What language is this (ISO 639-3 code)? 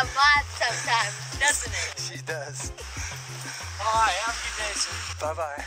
eng